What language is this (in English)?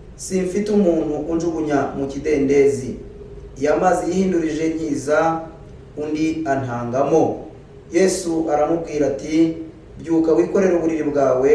Kinyarwanda